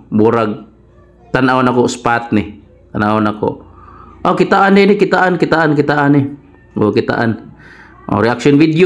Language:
Cebuano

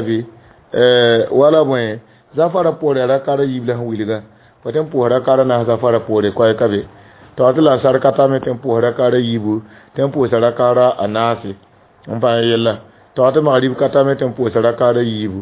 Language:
Mossi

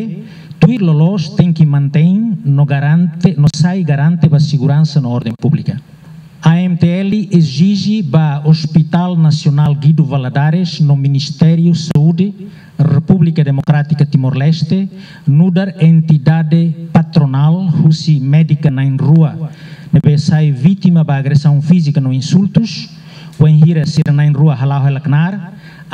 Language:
Tetum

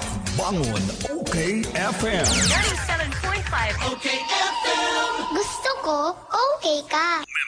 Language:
Bikol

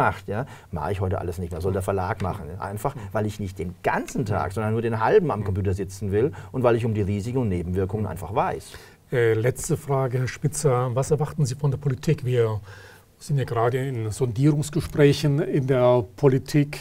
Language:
German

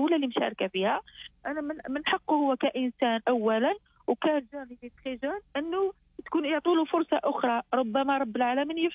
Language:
Algerian Arabic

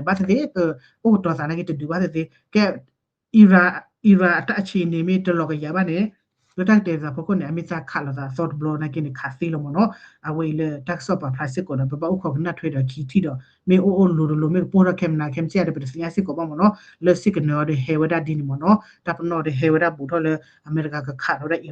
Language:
S'gaw Karen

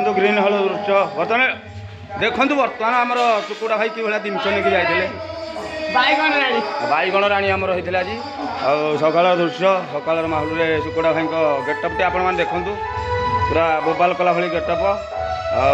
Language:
Odia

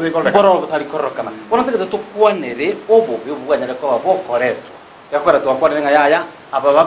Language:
Gusii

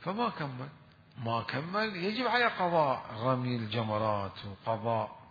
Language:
Mesopotamian Arabic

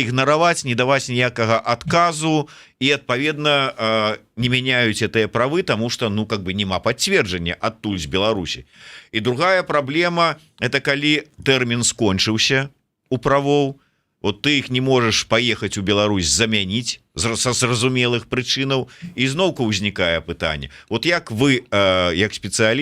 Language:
Belarusian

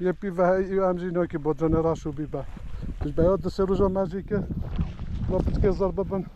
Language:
Kurdish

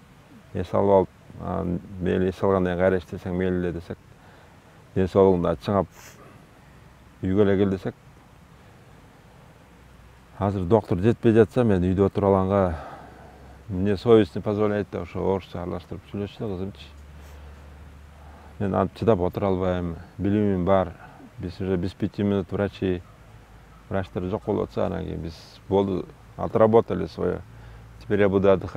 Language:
Kyrgyz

